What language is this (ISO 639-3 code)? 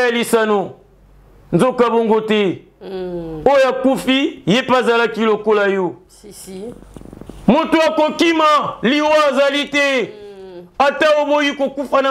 lin